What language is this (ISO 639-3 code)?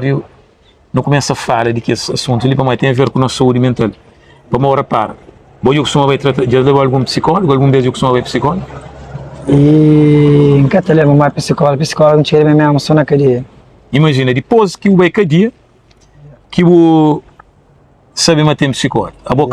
kea